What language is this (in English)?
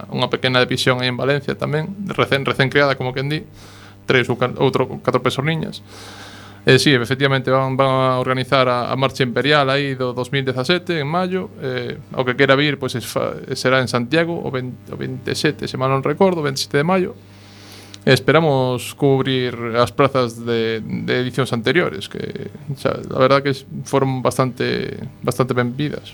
Galician